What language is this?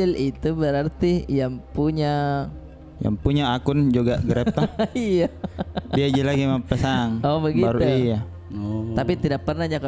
Makassar Malay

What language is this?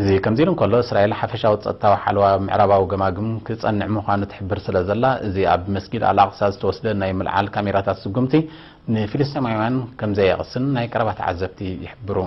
Tigrinya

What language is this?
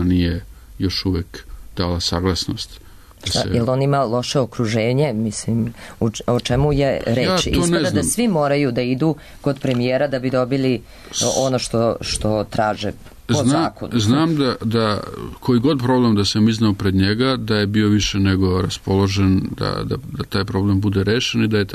Serbian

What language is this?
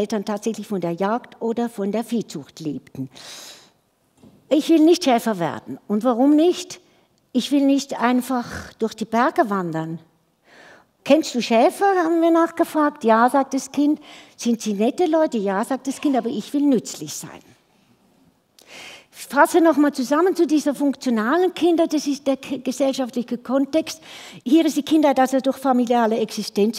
German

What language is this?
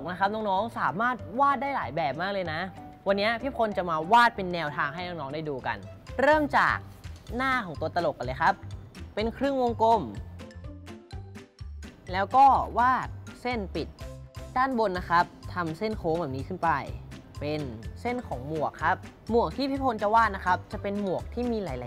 Thai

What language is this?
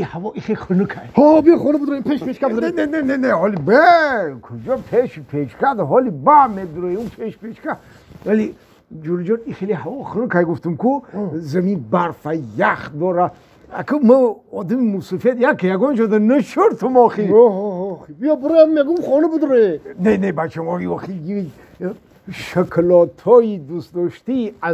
Tajik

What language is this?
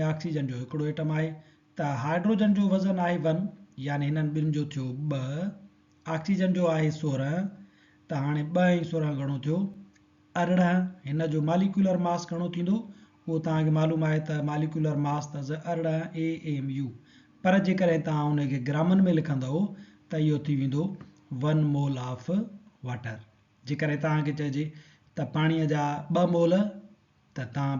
Sindhi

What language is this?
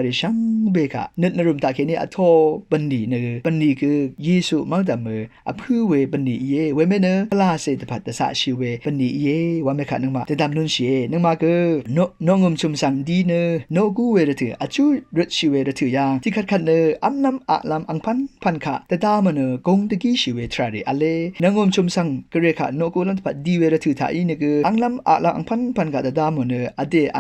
Rawang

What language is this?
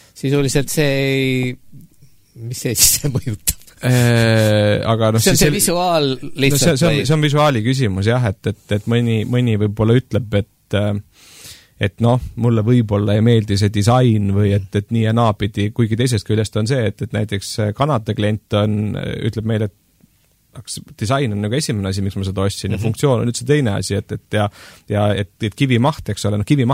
Estonian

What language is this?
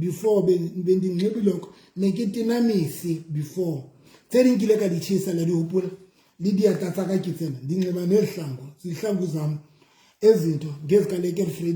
Southern Sotho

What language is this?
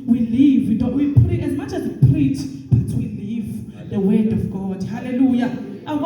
Zulu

